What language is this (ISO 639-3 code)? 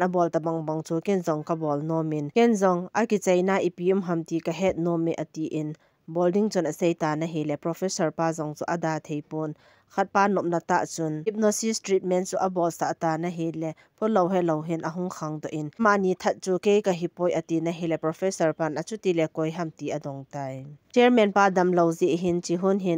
tcz